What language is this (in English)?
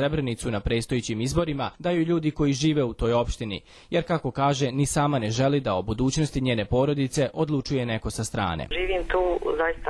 Croatian